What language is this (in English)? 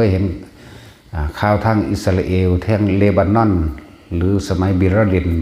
Lao